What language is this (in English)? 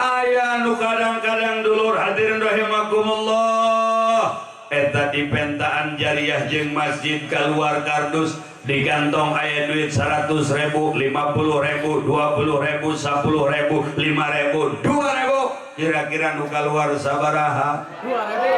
Sundanese